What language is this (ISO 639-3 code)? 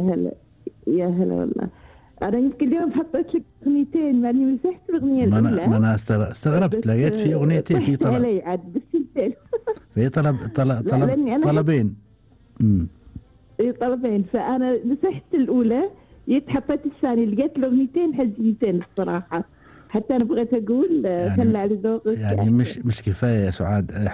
afb